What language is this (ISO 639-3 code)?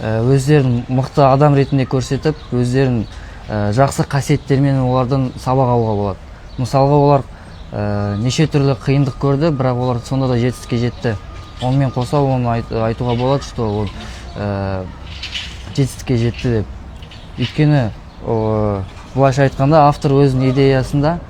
kaz